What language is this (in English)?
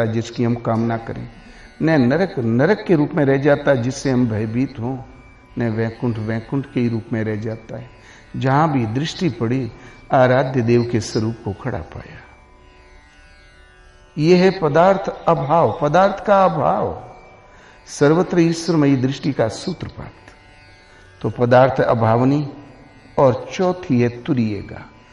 Hindi